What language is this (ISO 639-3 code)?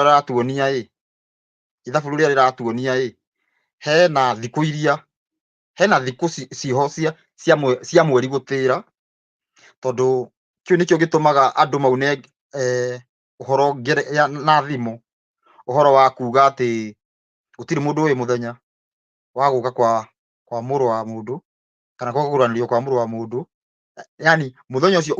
kik